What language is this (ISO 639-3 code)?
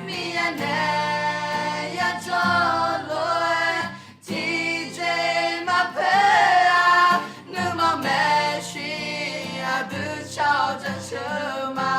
ahk